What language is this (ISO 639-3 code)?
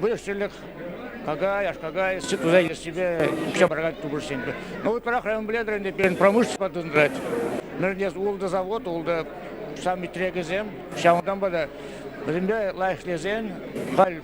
chv